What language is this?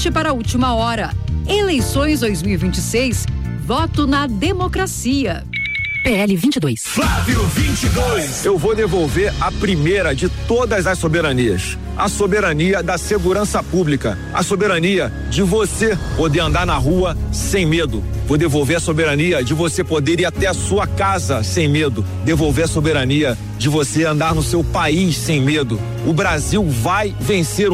Portuguese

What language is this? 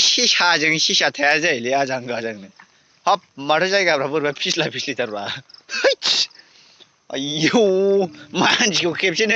Bodo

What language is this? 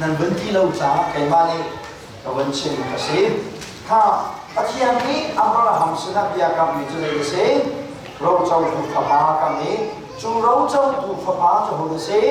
Hakha Chin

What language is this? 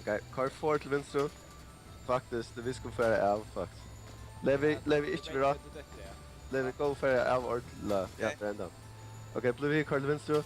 Faroese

